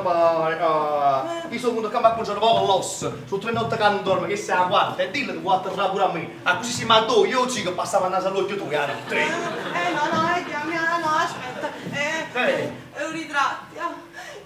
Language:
Neapolitan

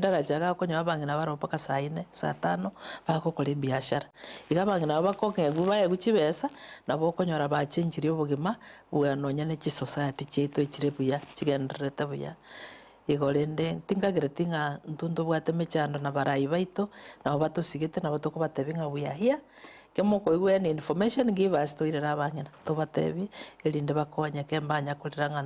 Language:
Gusii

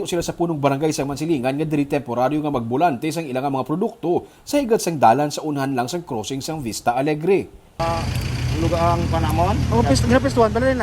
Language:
Hiligaynon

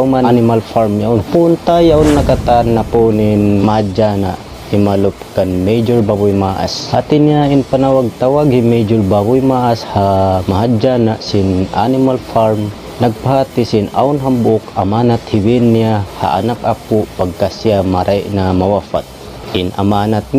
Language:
Tausug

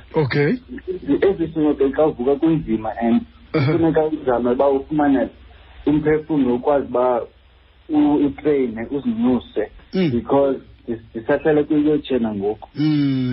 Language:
Xhosa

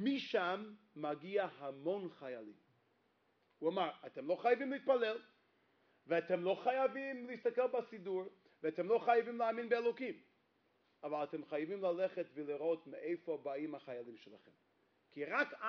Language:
Hebrew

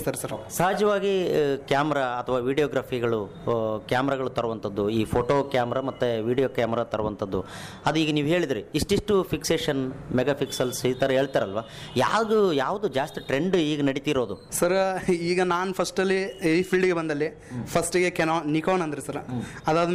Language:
Kannada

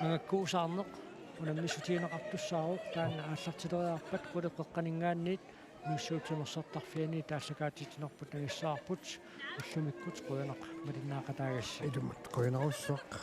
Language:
Kalaallisut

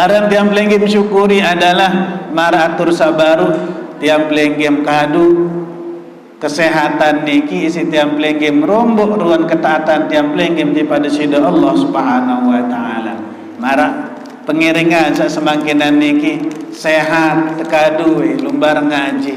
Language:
Sasak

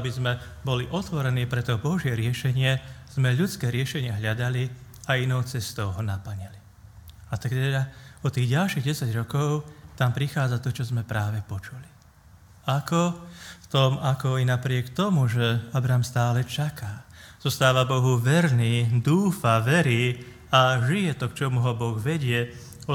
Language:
Slovak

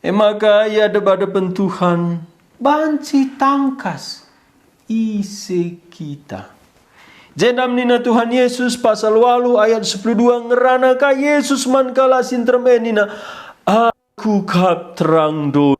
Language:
Batak Karo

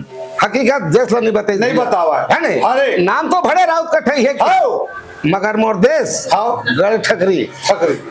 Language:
Chhattisgarhi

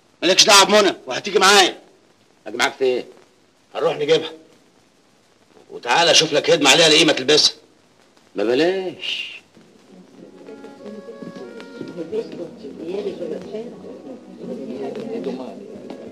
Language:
Egyptian Arabic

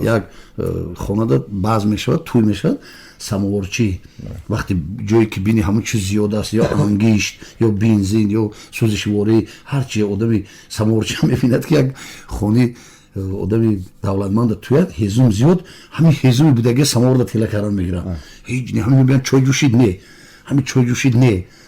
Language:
Tajik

